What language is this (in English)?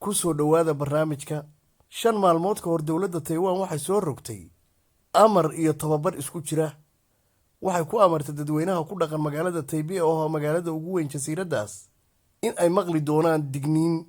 Somali